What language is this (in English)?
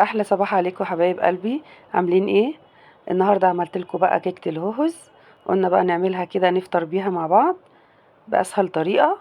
Egyptian Arabic